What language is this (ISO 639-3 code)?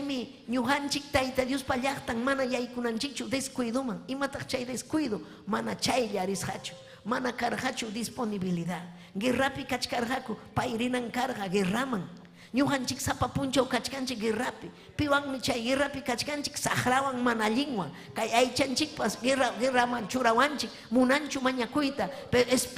quy